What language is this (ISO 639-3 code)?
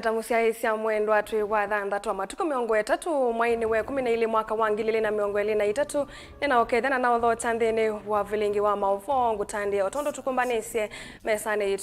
kam